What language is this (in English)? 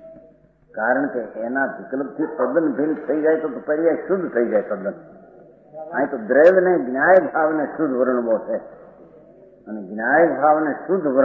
Gujarati